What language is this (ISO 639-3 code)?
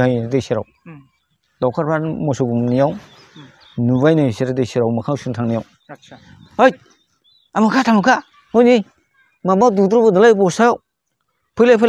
brx